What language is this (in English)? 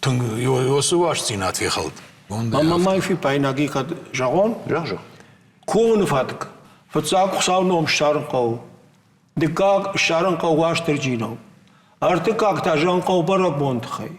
Ossetic